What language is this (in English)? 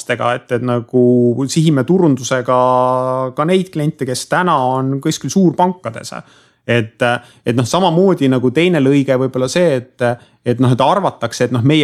Estonian